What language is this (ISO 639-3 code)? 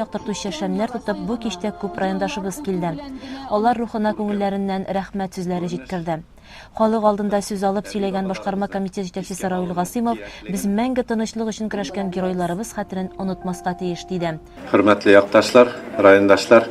tat